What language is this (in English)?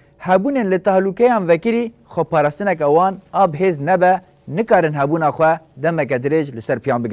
Kurdish